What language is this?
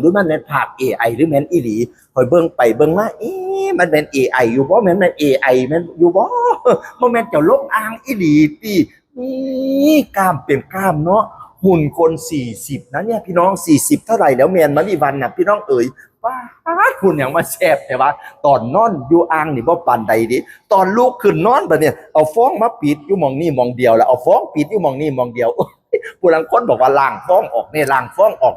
Northeastern Thai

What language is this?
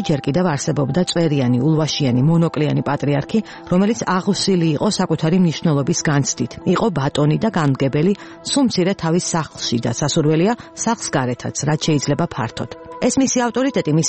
Georgian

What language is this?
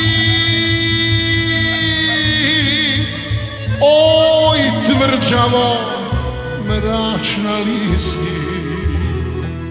Bosnian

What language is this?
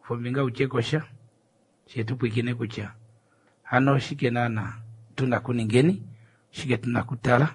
Kuanyama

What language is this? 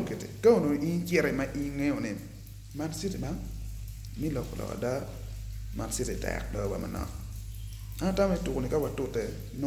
Acoli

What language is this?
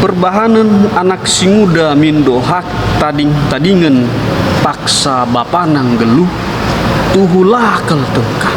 Batak Karo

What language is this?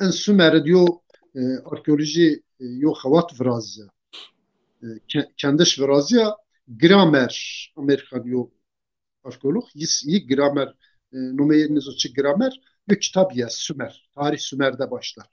Zaza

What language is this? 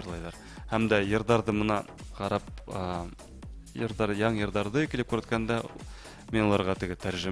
Bashkir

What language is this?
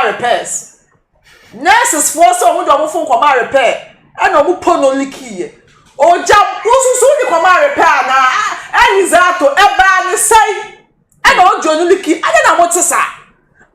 Akan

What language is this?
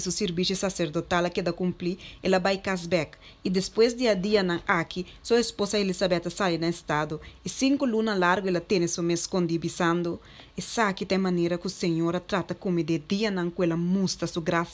Papiamento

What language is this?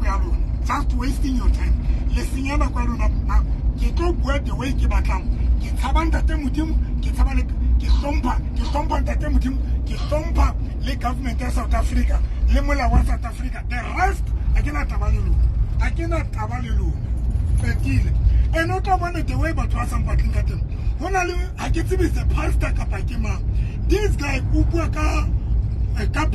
Tswana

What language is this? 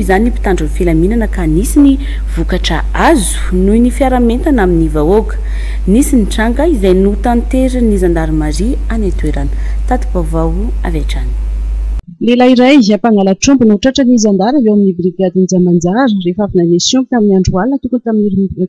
Malagasy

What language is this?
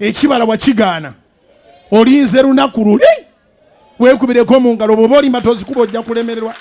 Ganda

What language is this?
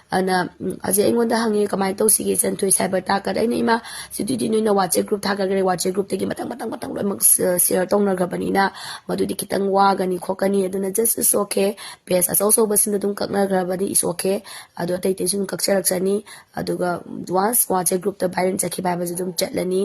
Manipuri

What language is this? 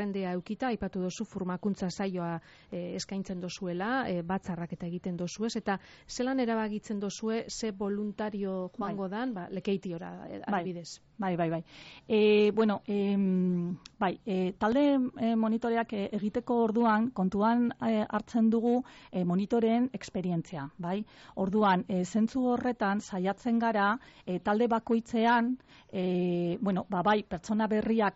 Basque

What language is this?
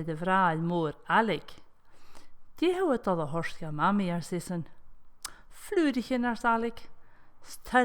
Scottish Gaelic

